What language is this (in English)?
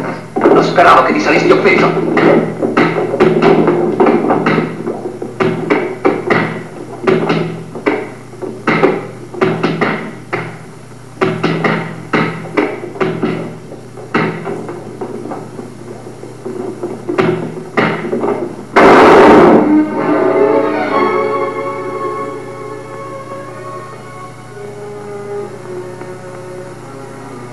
Italian